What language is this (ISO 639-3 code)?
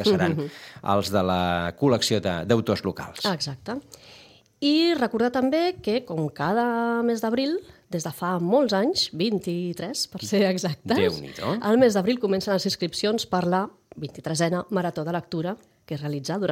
cat